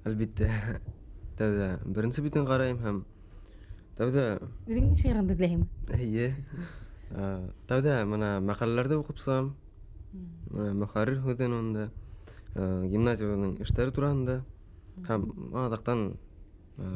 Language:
Bashkir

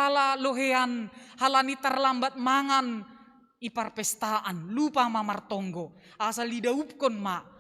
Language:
Batak Simalungun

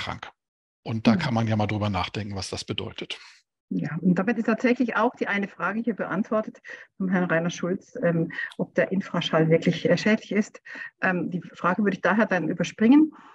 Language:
German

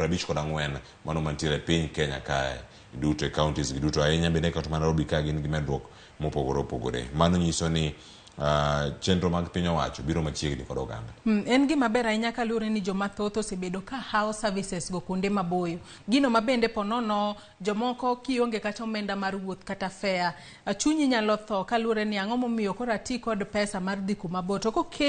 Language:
Luo (Kenya and Tanzania)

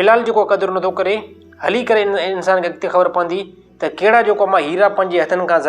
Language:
Sindhi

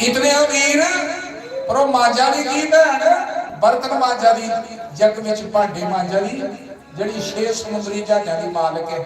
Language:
Dogri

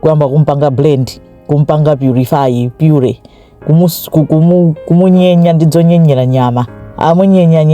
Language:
Nyanja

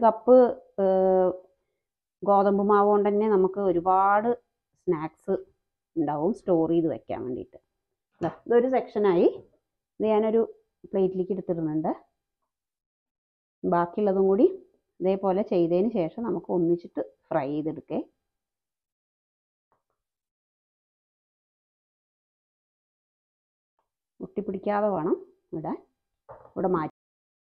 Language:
Malayalam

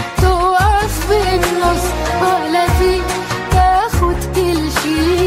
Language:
Egyptian Arabic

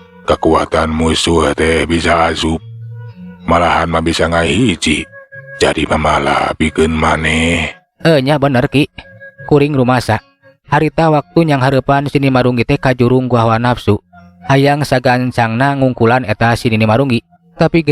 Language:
Sundanese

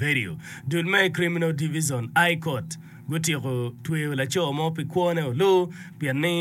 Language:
Acoli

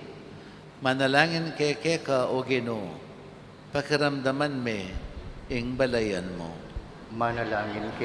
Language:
Pampanga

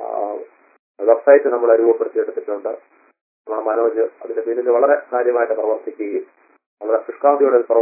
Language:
Malayalam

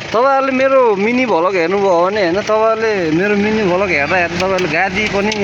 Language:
Nepali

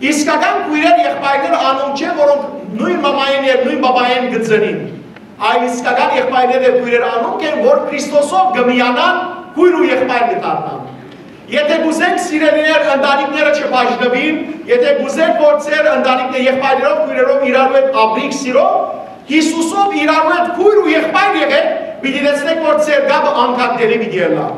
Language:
Western Armenian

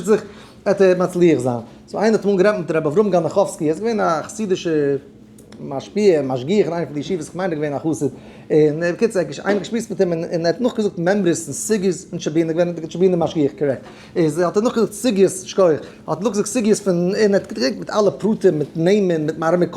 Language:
Yiddish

